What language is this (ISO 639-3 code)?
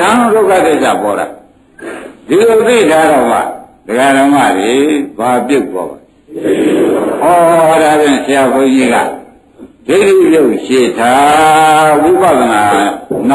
mya